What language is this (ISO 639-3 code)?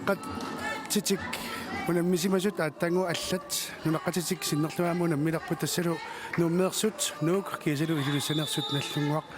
kal